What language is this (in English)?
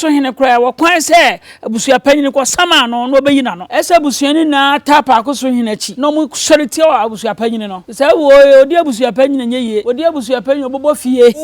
Akan